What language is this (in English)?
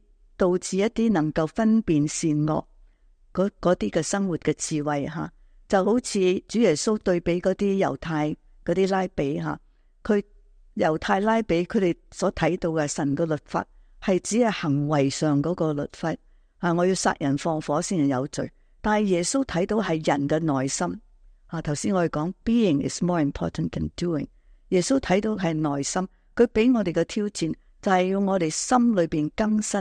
Cantonese